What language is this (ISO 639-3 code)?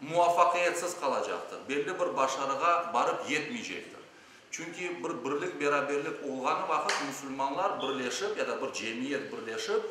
crh